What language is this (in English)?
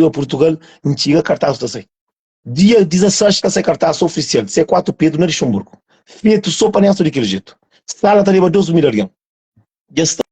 Kabuverdianu